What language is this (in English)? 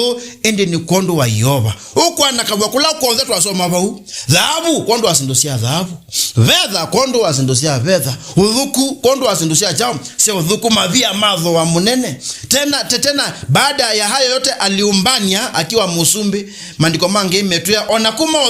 Kamba